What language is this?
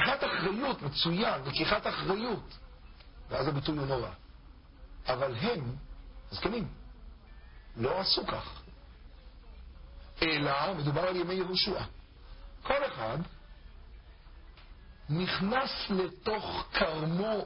Hebrew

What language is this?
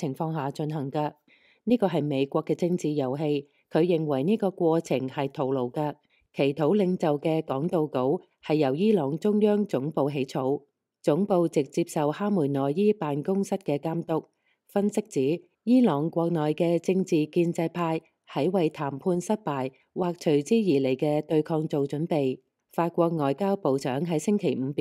Cantonese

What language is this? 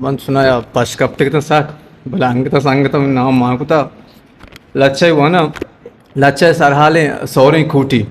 Eastern Balochi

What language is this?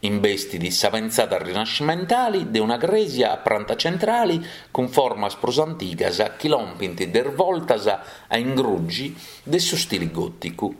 Sardinian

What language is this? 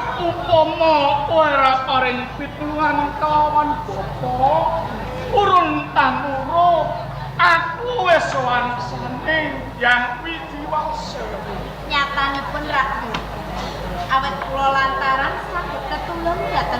Javanese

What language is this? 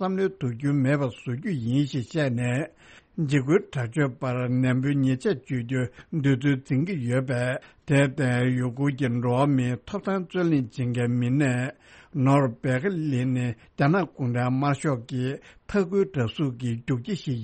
Tibetan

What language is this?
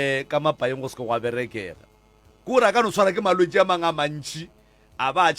Northern Sotho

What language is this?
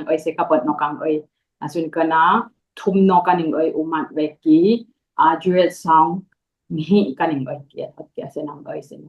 Dimasa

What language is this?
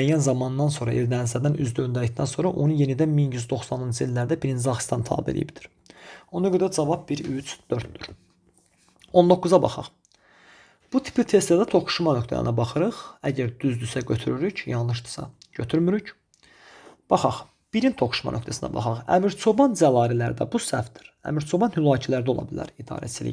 Azerbaijani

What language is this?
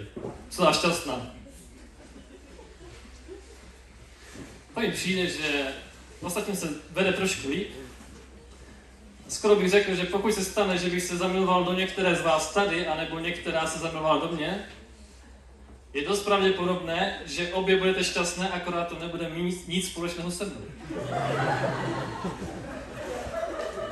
Czech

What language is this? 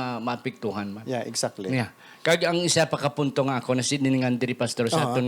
Hiligaynon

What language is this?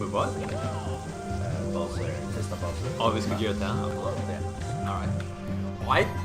Faroese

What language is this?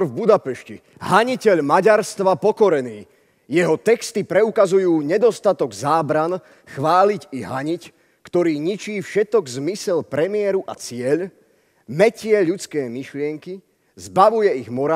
Slovak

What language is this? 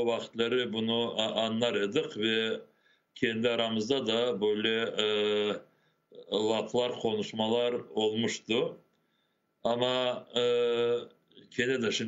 Crimean Tatar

